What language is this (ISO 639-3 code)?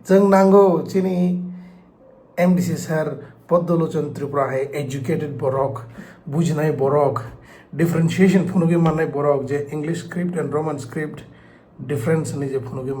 trp